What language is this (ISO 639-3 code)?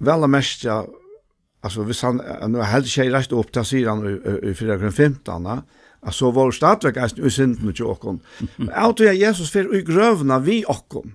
fao